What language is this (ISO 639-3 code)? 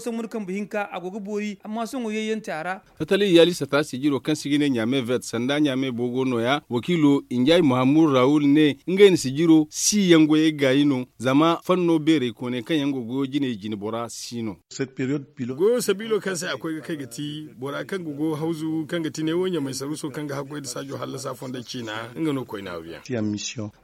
dje